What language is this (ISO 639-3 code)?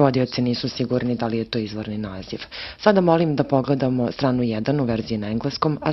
srp